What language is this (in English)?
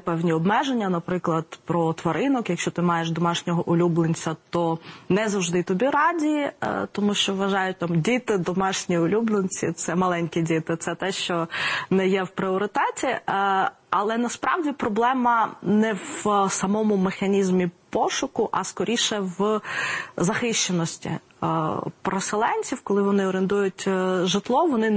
Ukrainian